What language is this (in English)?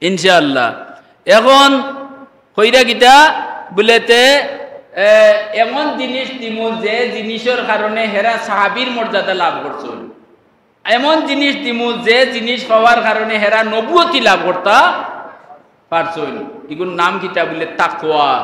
Sylheti